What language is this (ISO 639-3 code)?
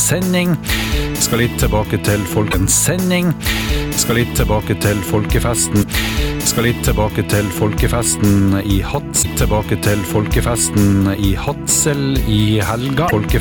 nor